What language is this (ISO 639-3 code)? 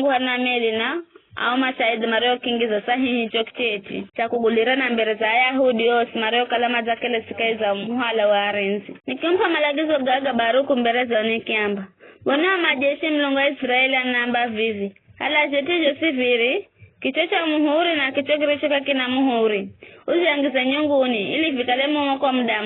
nyf